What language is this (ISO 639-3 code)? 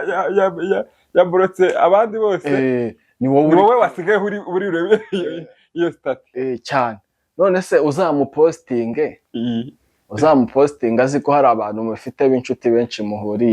kin